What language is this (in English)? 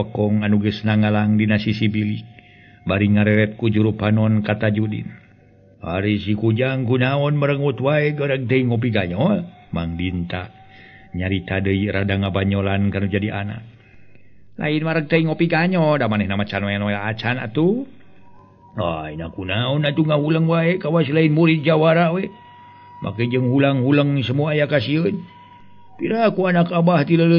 Sundanese